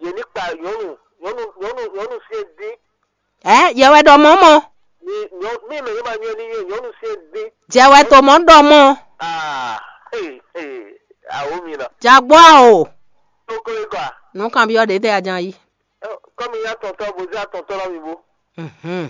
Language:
Fon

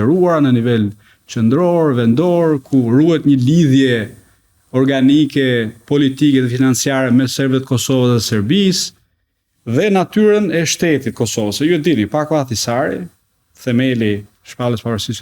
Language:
Albanian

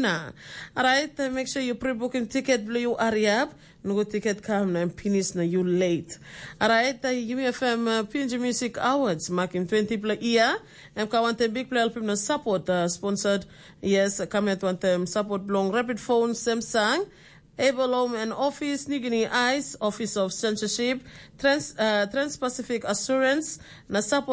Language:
Tok Pisin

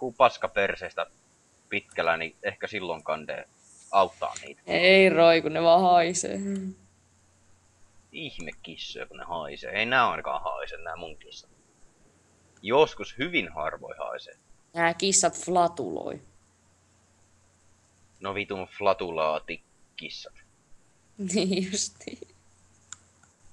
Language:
Finnish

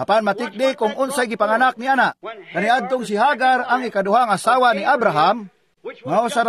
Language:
Cebuano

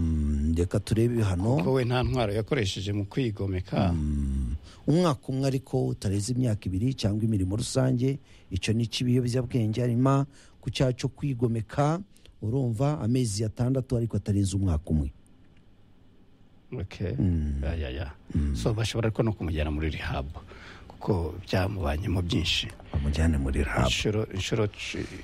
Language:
Kinyarwanda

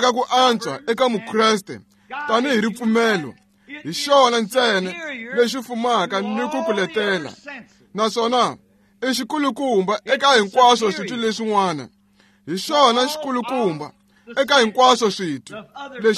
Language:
Tsonga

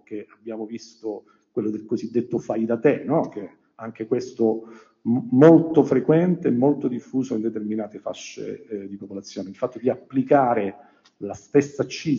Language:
Italian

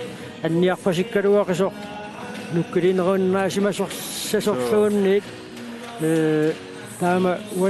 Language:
Kalaallisut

